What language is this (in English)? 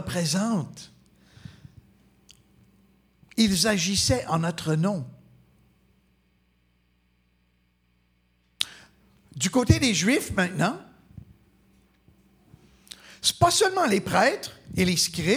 French